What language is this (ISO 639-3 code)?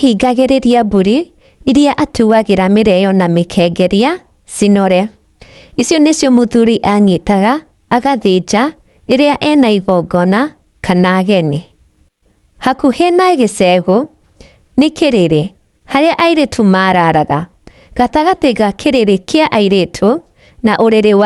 kik